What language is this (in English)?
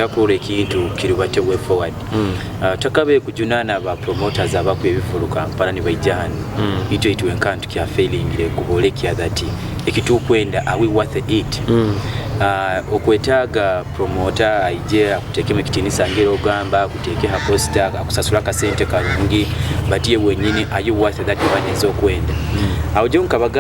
Nyoro